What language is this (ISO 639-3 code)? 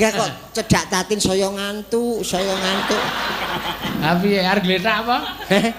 jav